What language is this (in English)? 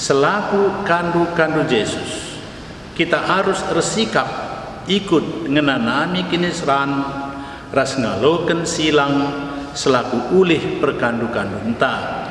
Batak Karo